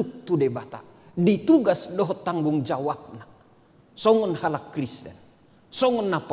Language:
Batak Toba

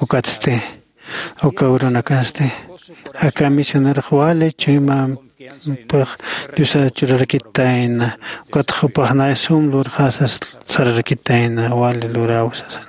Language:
Aymara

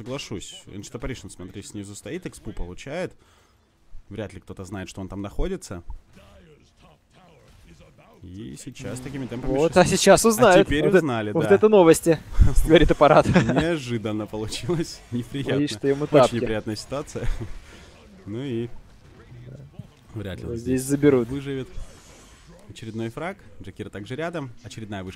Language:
Russian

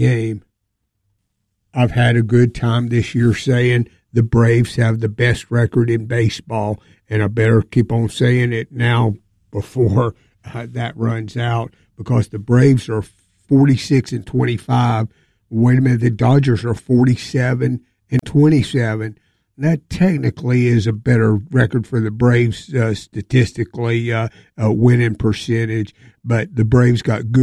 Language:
English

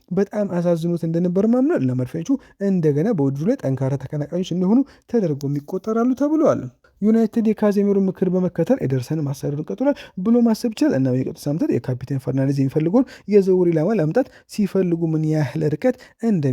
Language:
Amharic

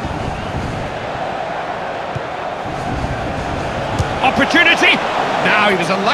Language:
English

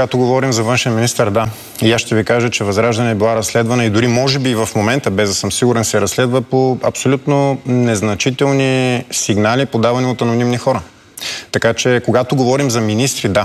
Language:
Bulgarian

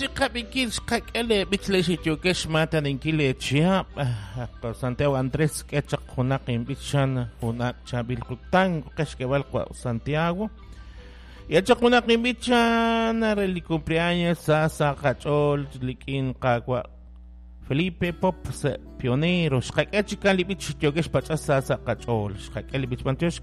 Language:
Kekchí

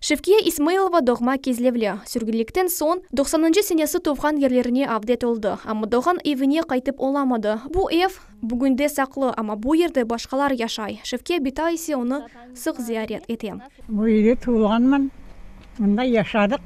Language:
Crimean Tatar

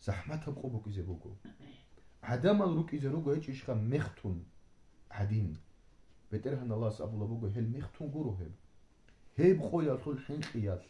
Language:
Avaric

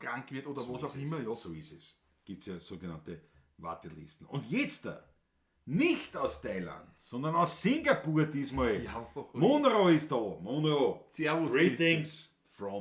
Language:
Bavarian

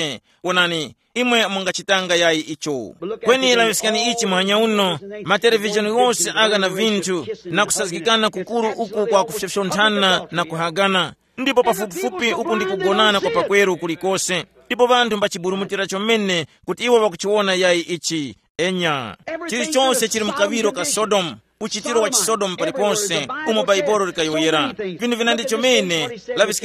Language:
Tumbuka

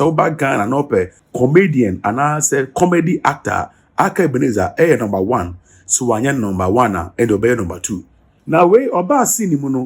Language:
Akan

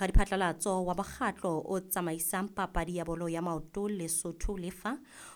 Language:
Southern Sotho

